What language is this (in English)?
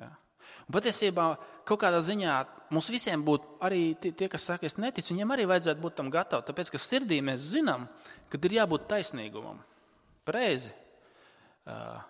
Latvian